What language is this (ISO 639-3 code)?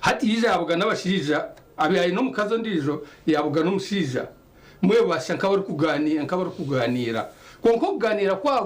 nyn